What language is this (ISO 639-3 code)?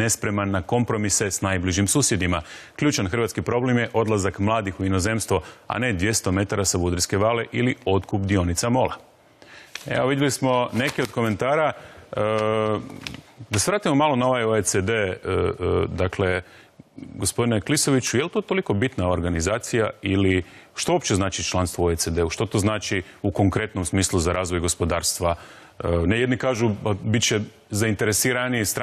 hrv